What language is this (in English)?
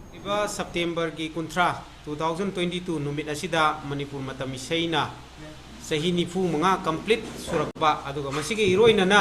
Manipuri